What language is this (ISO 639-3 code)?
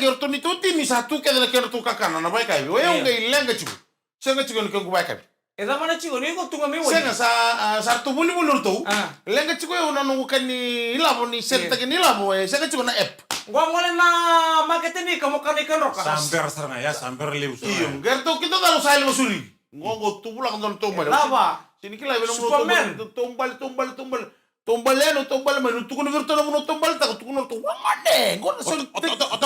fij